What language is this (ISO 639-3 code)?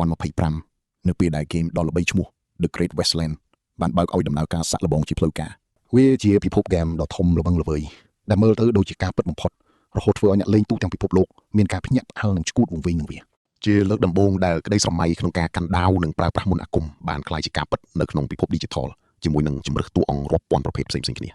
khm